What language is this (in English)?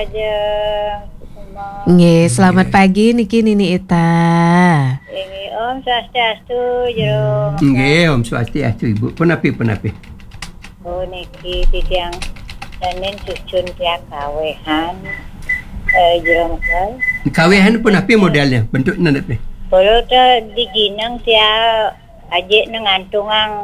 Balinese